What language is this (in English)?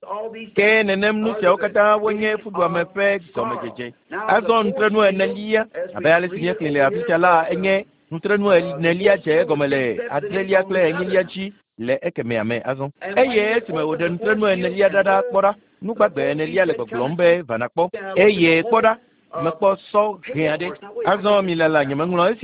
Ewe